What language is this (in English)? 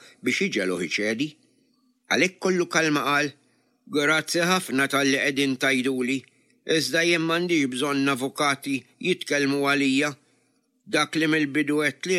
Maltese